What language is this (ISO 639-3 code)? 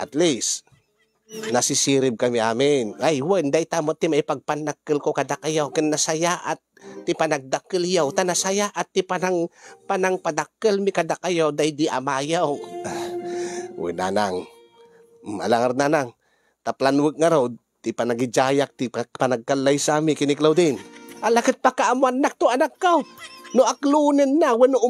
ilo